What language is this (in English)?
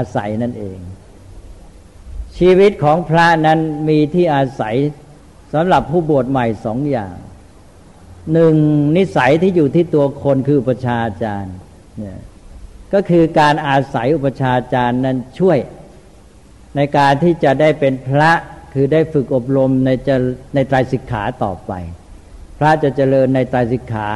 Thai